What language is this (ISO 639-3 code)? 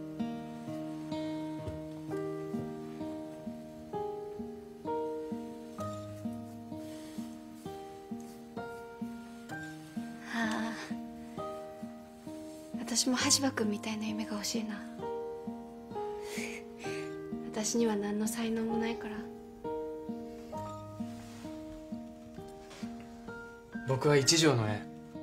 jpn